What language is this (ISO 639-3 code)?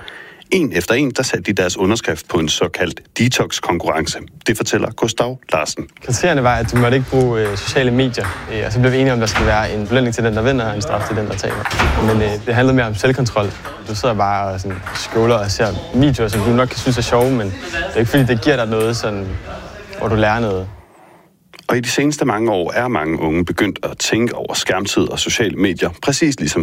dan